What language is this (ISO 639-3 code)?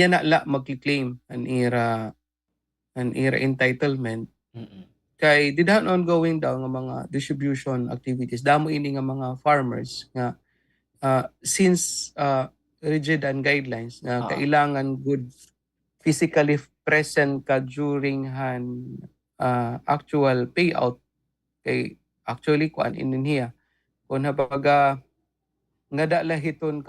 war